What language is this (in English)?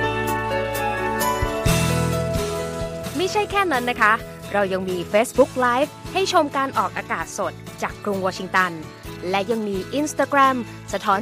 Thai